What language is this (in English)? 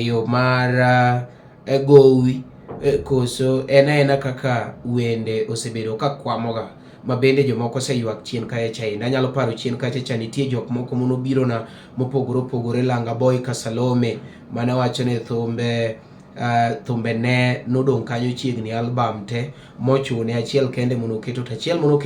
Luo (Kenya and Tanzania)